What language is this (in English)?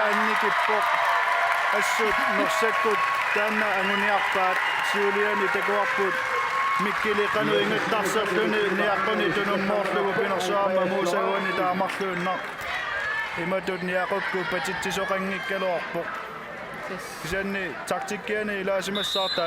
Kalaallisut